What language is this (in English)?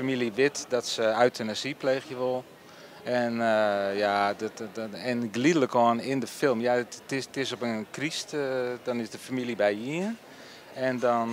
Western Frisian